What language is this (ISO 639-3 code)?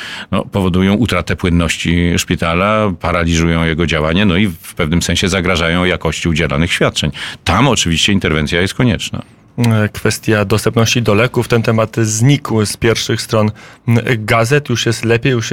pol